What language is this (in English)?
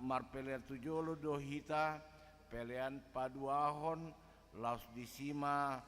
Batak Toba